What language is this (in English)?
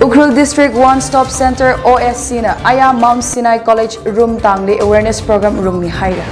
Tangkhul Naga (India)